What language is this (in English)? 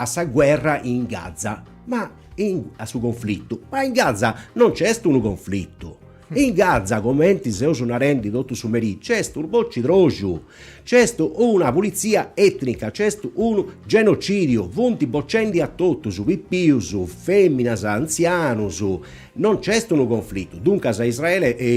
Sardinian